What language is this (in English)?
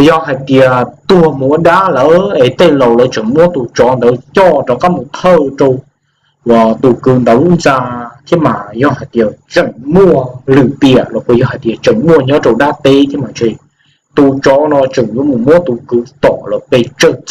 Hmong